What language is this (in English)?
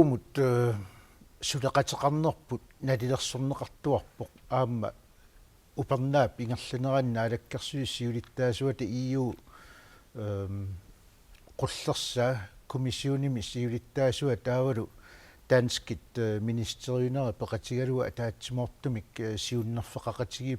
Kalaallisut